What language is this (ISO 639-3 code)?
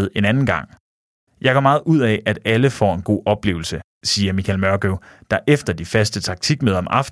dan